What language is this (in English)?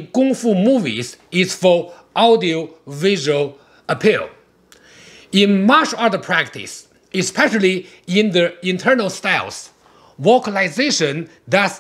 English